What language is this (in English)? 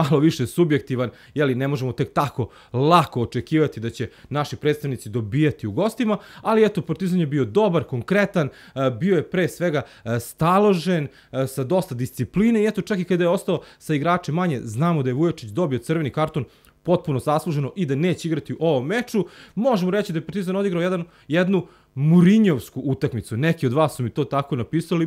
Serbian